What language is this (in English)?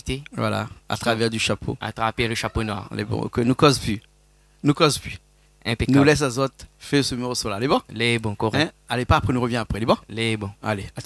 Réunion Creole French